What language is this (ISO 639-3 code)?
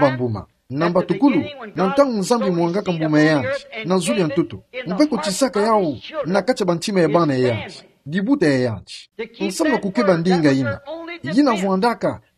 ktu